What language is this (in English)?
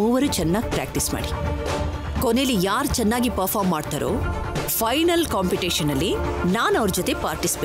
Kannada